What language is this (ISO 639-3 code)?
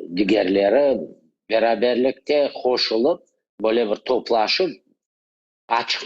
crh